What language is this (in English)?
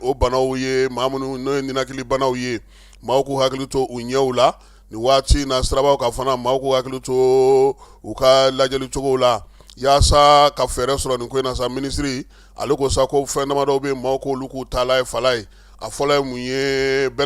Bambara